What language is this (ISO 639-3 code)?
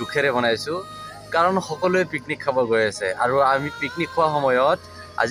asm